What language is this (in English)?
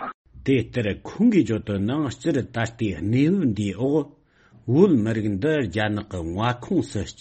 Tibetan